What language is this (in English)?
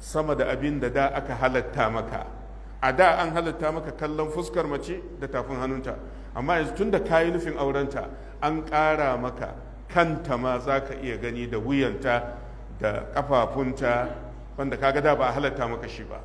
Hausa